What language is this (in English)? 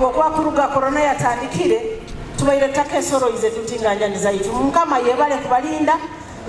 Nyoro